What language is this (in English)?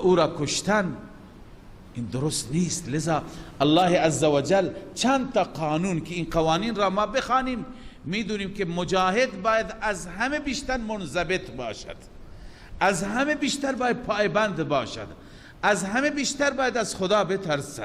Persian